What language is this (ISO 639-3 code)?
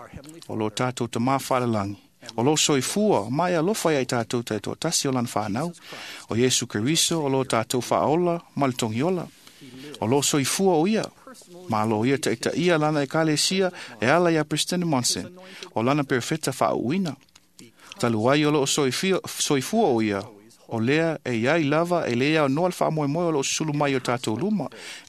smo